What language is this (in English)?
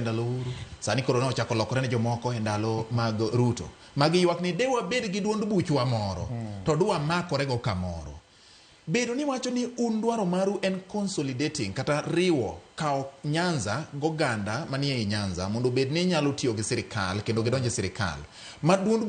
Luo (Kenya and Tanzania)